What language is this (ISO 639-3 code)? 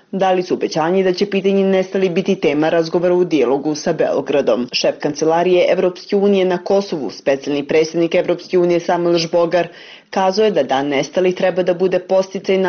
bos